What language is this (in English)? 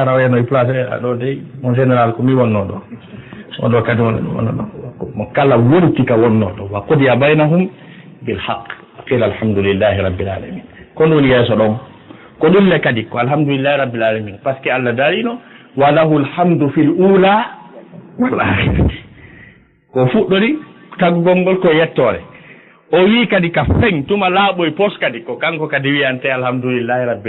Fula